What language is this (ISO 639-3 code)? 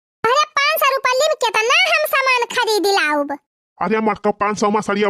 awa